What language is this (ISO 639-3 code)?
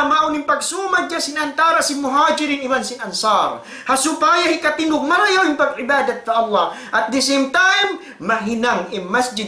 tsg